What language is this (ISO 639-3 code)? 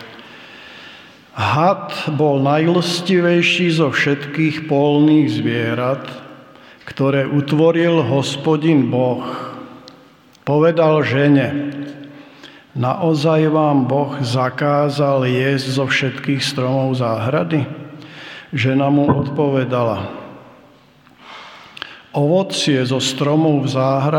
slk